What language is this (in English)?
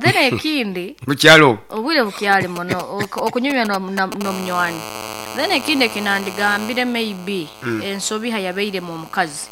Nyankole